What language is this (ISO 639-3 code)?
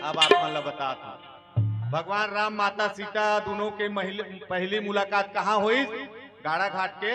hne